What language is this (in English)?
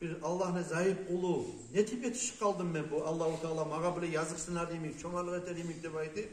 Kumyk